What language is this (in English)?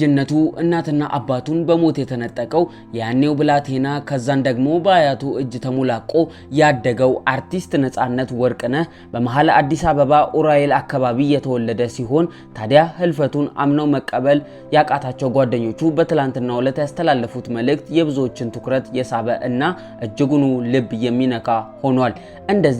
Amharic